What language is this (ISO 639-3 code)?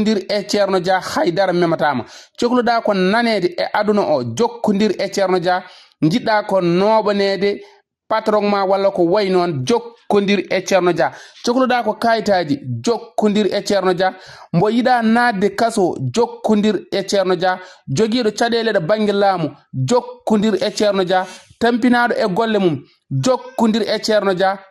ful